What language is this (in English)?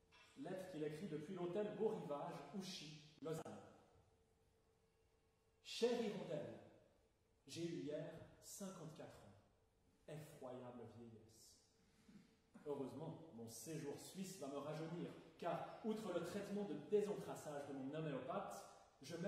French